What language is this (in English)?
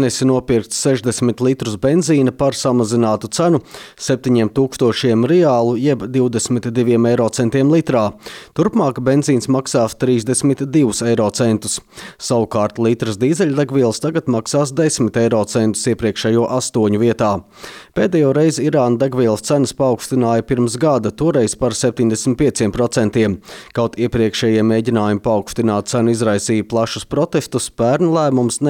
Latvian